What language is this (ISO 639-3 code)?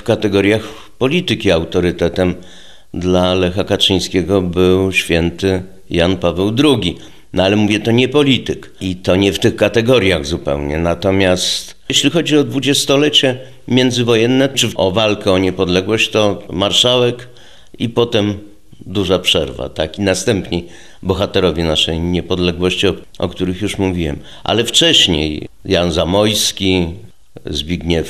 pol